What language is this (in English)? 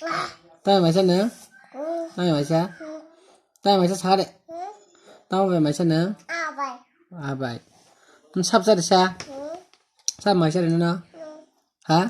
Kok Borok